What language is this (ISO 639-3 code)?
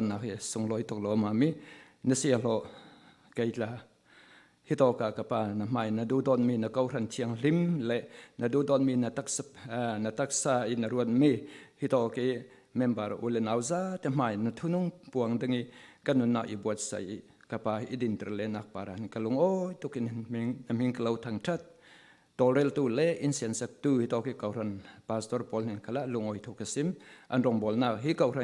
cfm